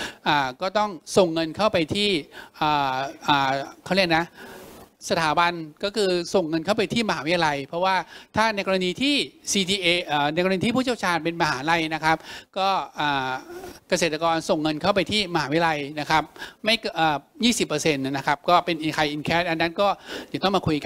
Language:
Thai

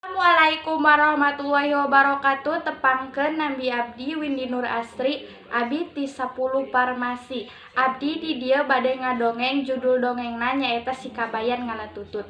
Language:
Sundanese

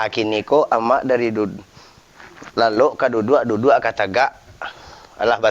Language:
Minangkabau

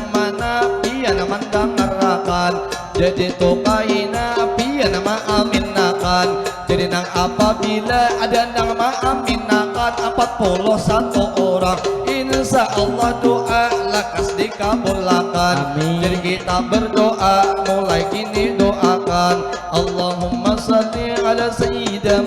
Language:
Banjar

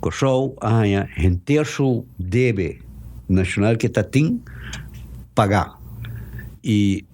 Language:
Papiamento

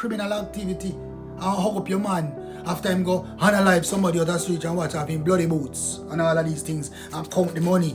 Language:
Jamaican Creole English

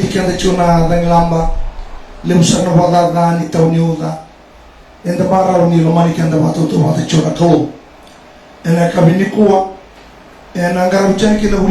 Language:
Fijian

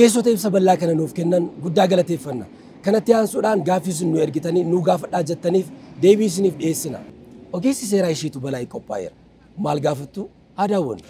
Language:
Oromo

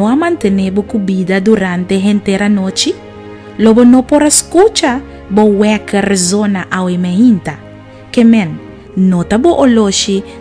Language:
Papiamento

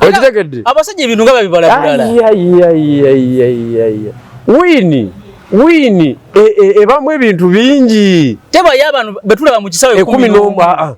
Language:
Ganda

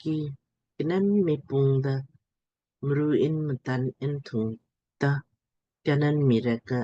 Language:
Lamkang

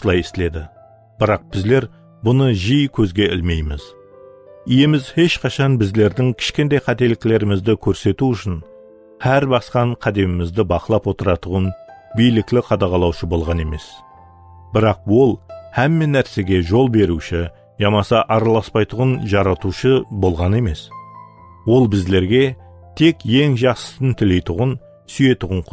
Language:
Kara-Kalpak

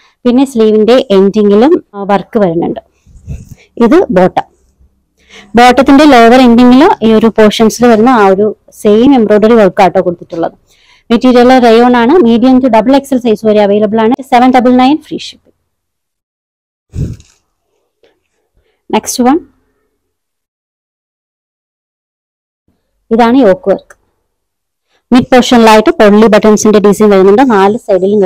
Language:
Malayalam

